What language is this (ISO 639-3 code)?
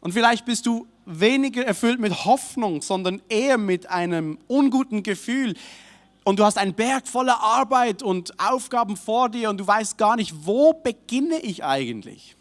gsw